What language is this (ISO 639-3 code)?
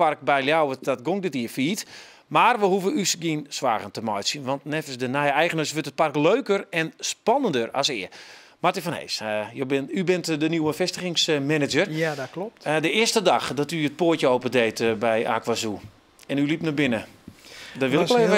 fry